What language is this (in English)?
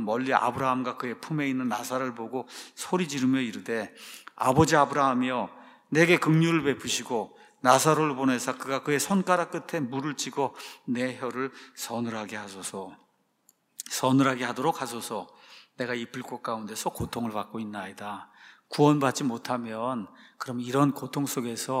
Korean